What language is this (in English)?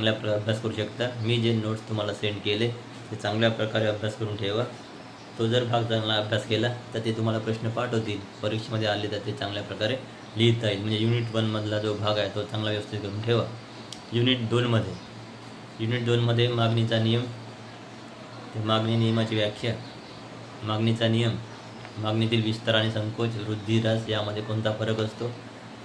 Marathi